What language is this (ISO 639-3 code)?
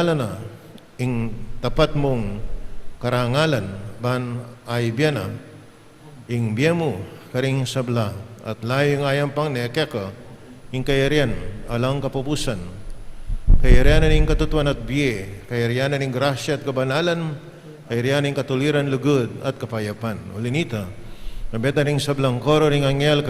pam